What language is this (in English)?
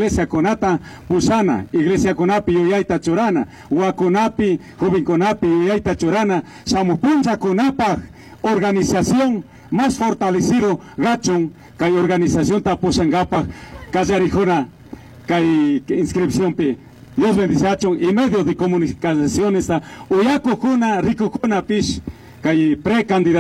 Chimborazo Highland Quichua